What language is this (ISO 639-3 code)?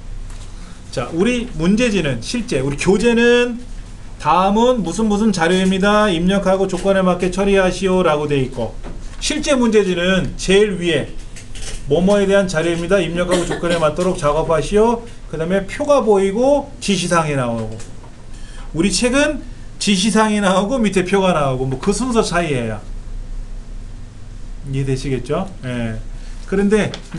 kor